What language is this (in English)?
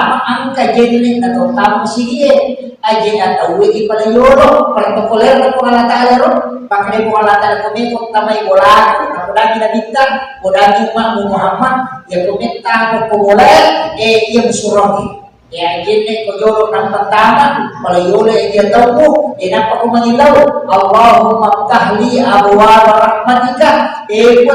Buginese